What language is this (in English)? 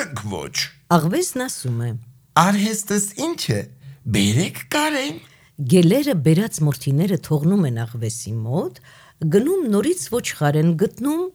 Armenian